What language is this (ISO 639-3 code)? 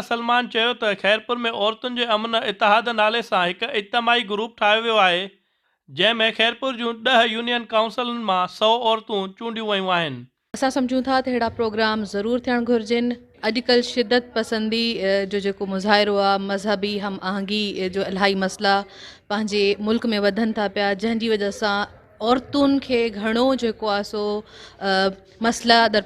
snd